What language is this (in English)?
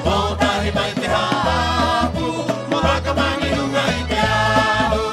Rapanui